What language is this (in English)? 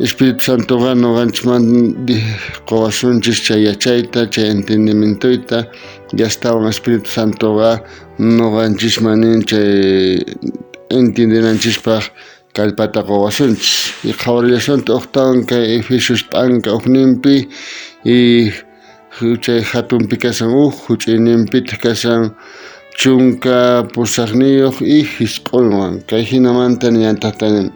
South Bolivian Quechua